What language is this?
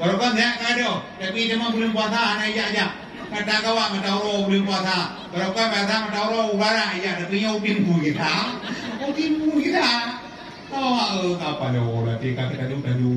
Achinese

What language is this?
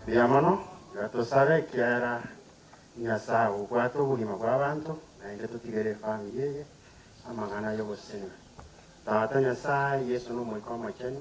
Gusii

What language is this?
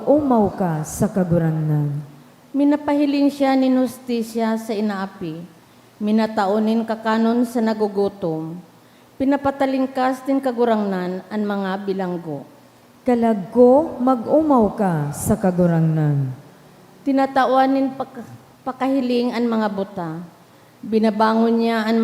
Bikol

